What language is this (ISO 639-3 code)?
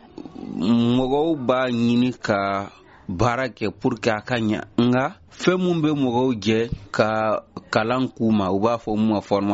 bam